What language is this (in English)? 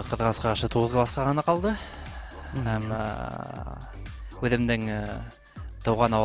Bashkir